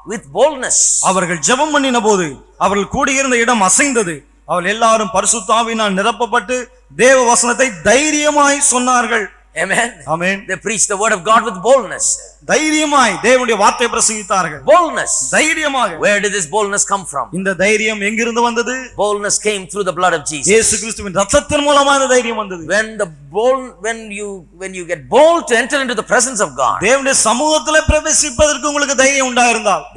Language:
Tamil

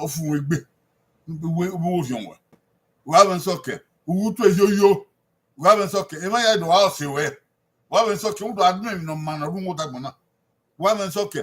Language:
Bini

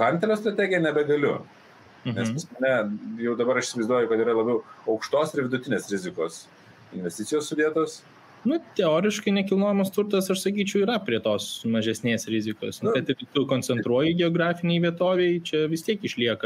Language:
Lithuanian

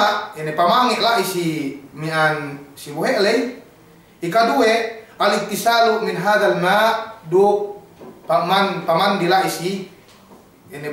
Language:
Yakan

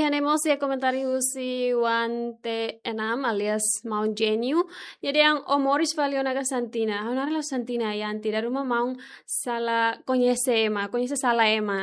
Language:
Tetum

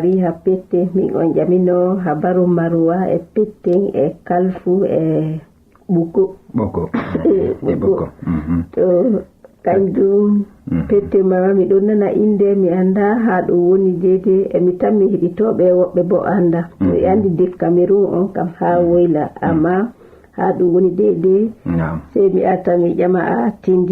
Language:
Fula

